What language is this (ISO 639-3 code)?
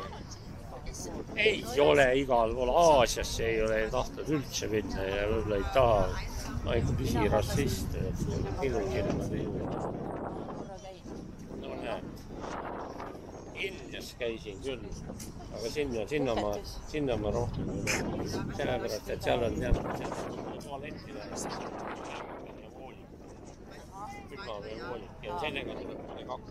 est